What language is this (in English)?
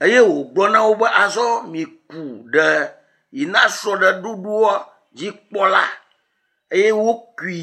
Ewe